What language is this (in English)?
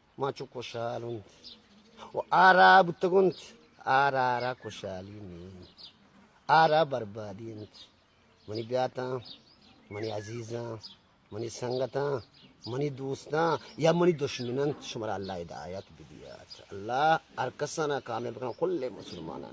Baluchi